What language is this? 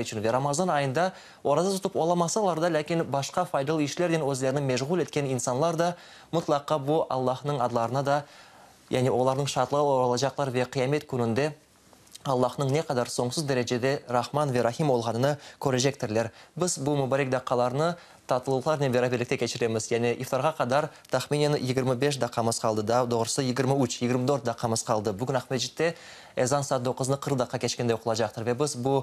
Crimean Tatar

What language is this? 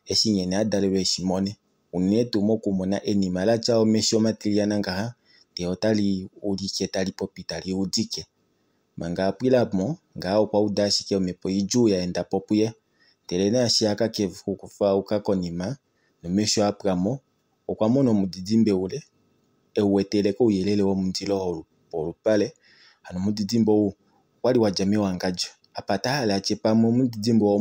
Kuanyama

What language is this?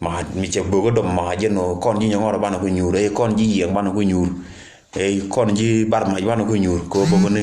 Nuer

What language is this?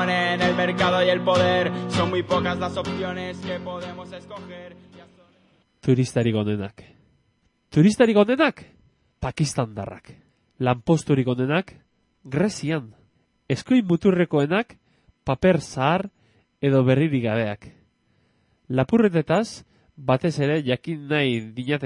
Basque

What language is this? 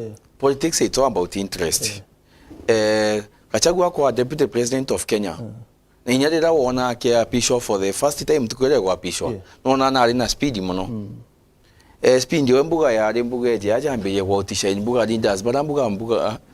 Meru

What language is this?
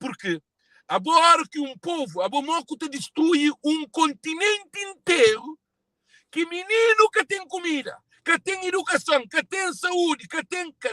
Kabuverdianu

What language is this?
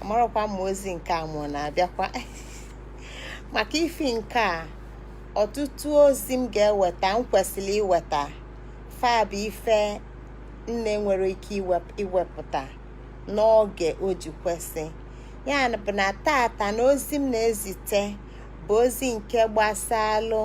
Igbo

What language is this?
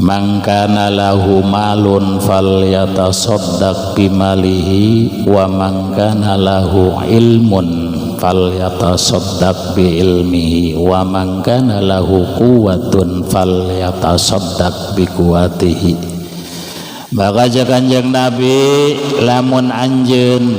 Sundanese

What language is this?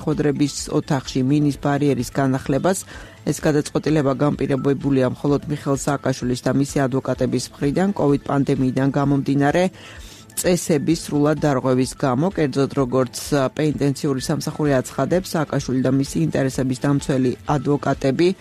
Georgian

